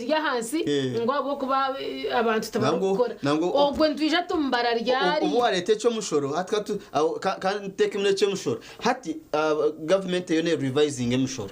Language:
Nyankole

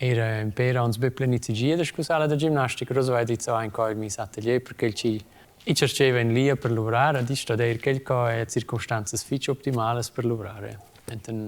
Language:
Romansh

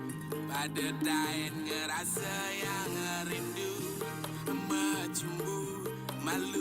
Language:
Balinese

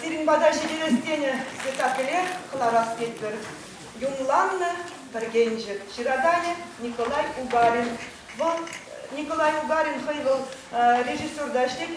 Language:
Chuvash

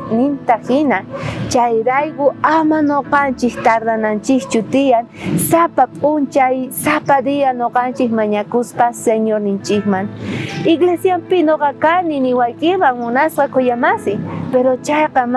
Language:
South Bolivian Quechua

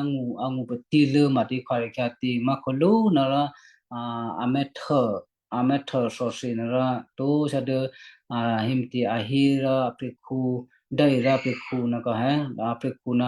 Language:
Western Kayah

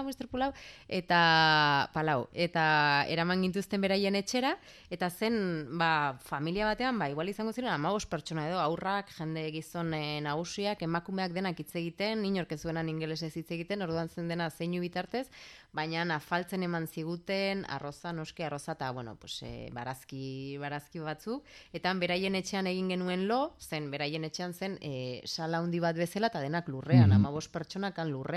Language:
Basque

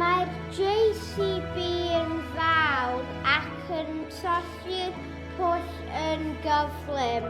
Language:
Welsh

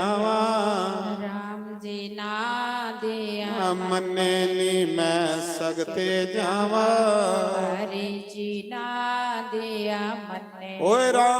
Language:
Dogri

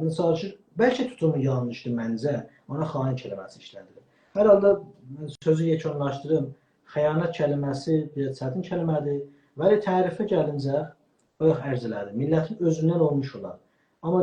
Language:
South Azerbaijani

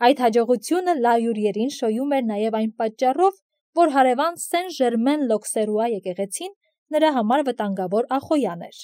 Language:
Armenian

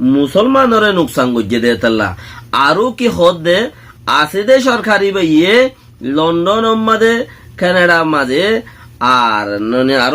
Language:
Rohingya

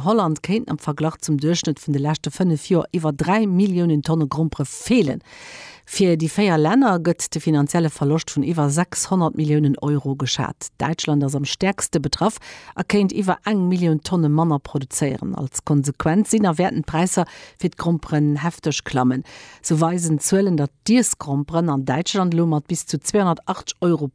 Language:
Luxembourgish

